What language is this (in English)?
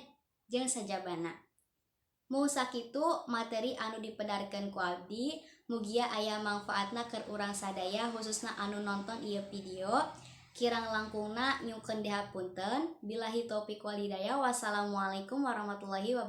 Sundanese